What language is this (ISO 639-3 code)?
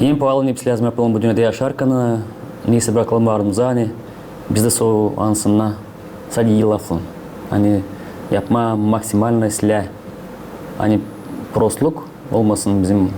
gag